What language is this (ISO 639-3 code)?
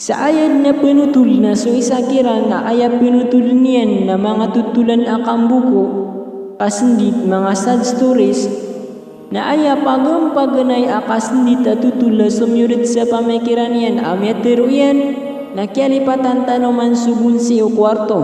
mrw